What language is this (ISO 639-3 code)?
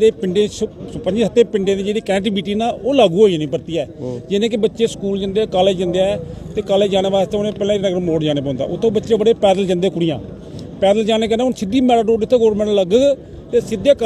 doi